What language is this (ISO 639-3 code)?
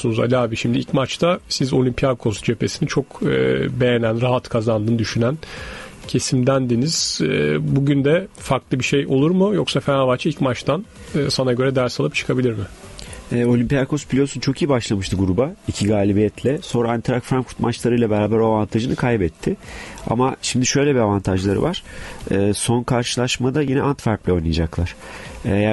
tur